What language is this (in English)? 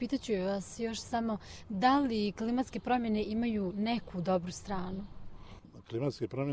Bosnian